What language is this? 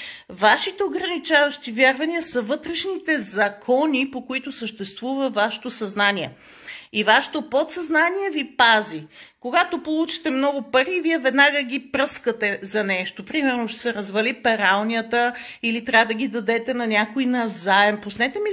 Bulgarian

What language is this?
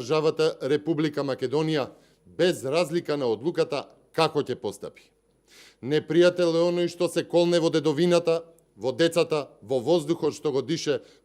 Macedonian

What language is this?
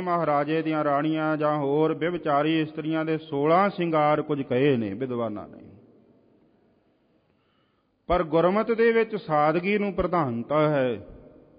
Punjabi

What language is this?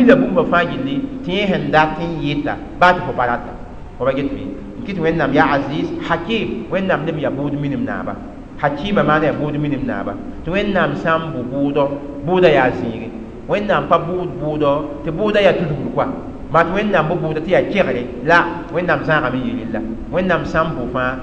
Mossi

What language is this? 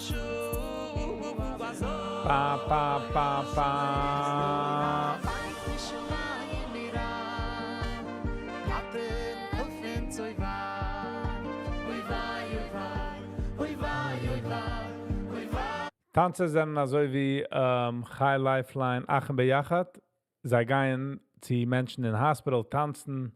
Yiddish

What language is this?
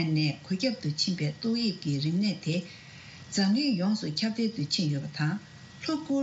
Tibetan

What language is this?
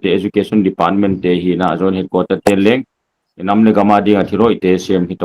Paite Chin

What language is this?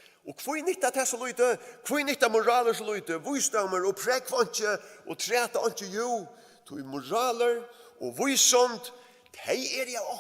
Faroese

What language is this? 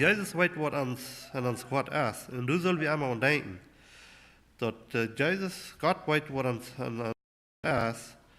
Plautdietsch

